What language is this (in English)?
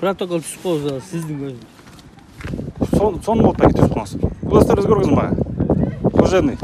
Kyrgyz